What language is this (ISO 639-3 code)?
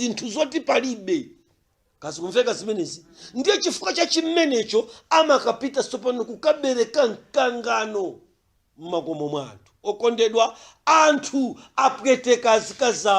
nya